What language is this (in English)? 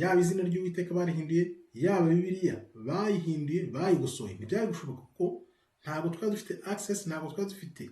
Kinyarwanda